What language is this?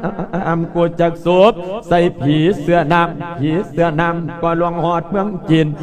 Lao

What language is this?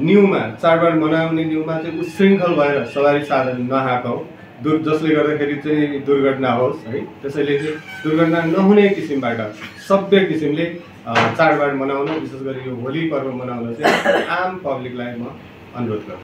Nepali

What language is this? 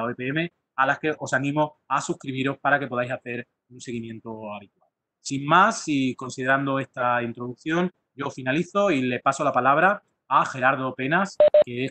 Spanish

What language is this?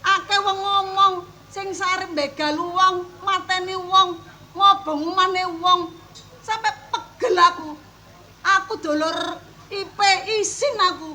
Javanese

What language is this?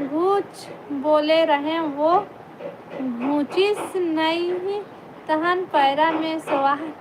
Chhattisgarhi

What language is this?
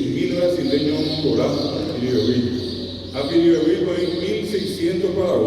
Guarani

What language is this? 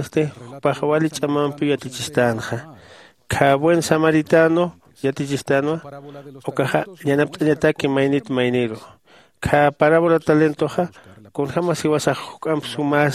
Aymara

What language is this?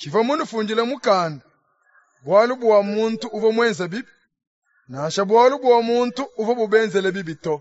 Luba-Lulua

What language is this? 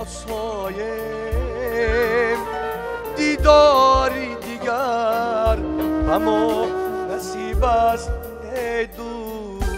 Tajik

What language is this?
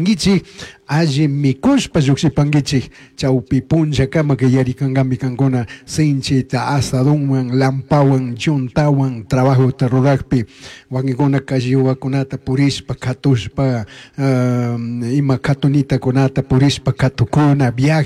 Chimborazo Highland Quichua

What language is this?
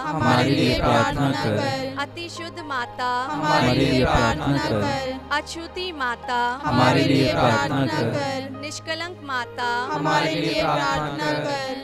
Hindi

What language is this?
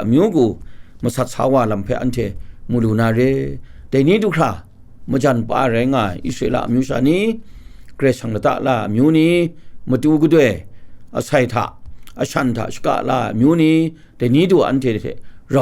Kachin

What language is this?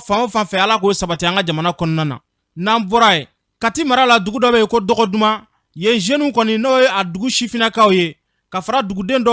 Bambara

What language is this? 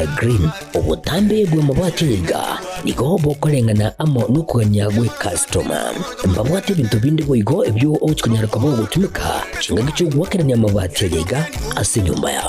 Gusii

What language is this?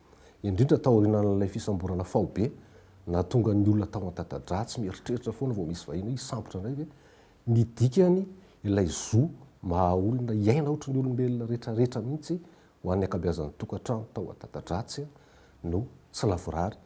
Malagasy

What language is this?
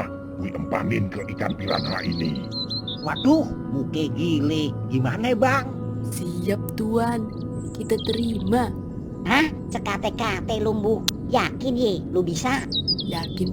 Betawi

